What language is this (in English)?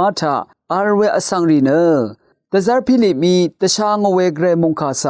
Rawang